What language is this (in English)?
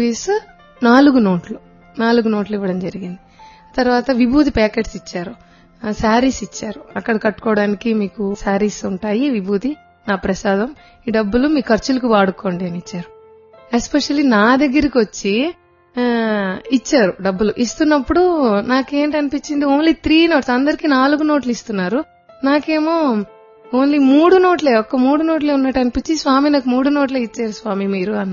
Telugu